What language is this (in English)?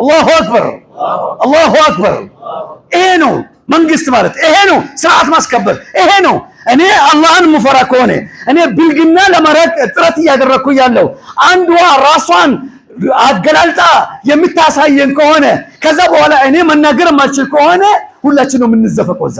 Amharic